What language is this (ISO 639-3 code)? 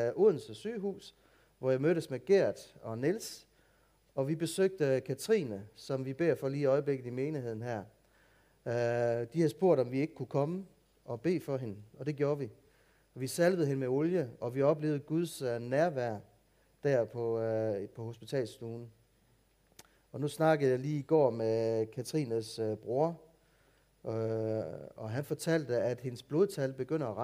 dan